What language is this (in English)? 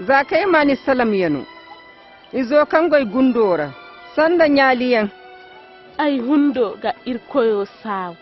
Koyraboro Senni